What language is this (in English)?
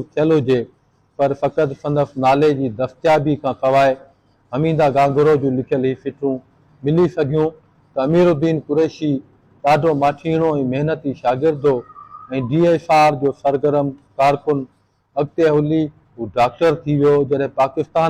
Sindhi